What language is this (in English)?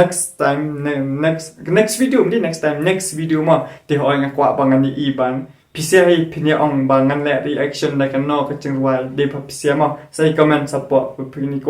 Khasi